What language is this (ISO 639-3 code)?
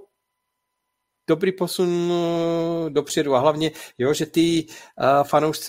ces